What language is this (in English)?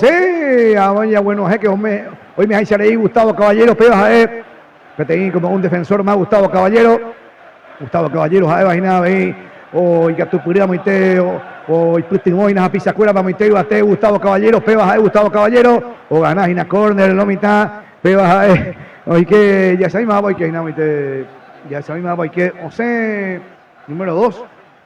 Guarani